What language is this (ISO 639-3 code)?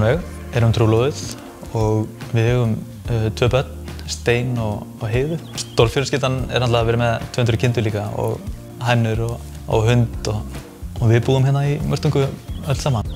isl